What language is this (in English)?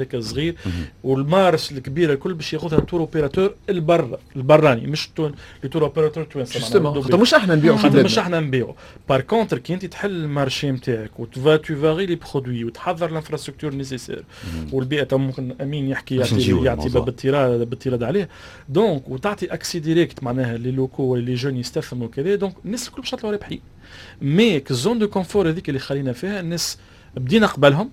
Tunisian Arabic